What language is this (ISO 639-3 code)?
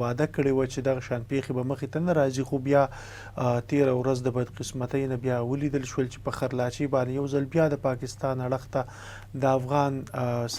pus